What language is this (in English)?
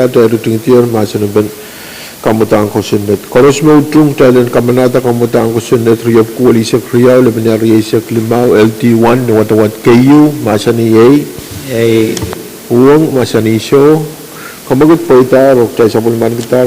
Pohnpeian